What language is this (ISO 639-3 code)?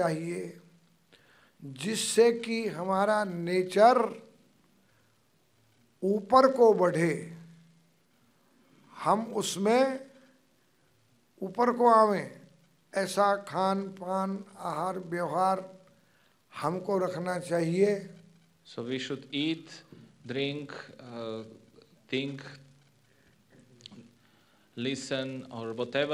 hin